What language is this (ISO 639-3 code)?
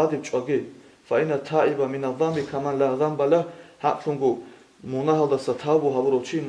ava